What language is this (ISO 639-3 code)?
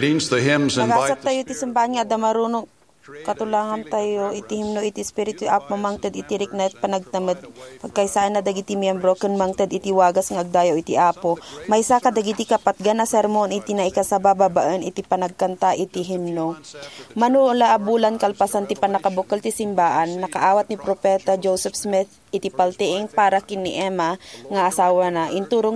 ilo